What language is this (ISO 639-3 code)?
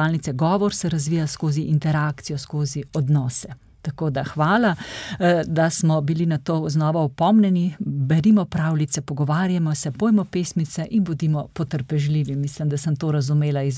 slv